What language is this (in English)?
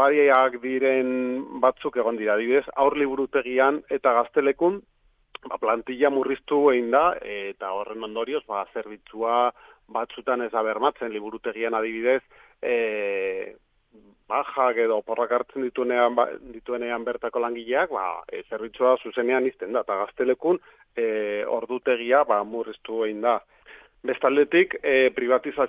Basque